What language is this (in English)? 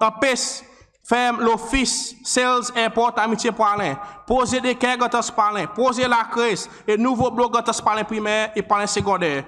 Seselwa Creole French